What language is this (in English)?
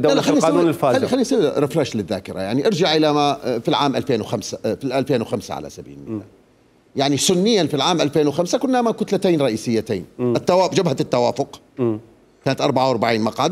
Mesopotamian Arabic